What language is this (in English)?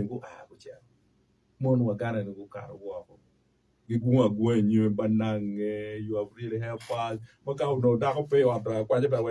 Acoli